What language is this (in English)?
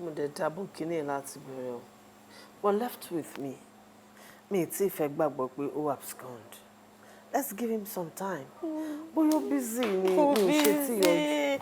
Yoruba